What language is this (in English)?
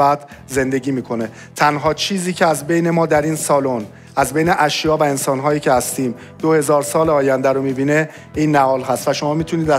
Persian